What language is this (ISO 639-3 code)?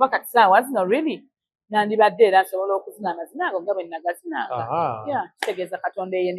lug